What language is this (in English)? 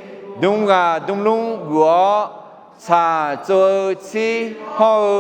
Akha